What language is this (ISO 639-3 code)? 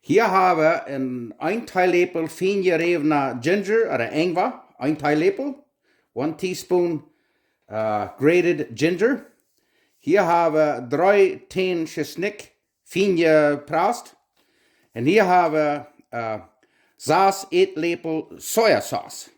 pdt